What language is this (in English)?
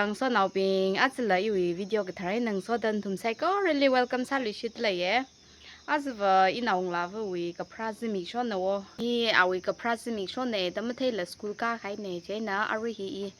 Tangkhul Naga (India)